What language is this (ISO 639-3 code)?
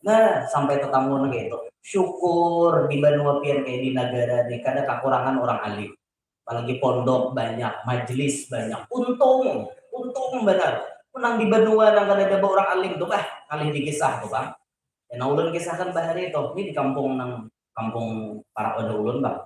bjn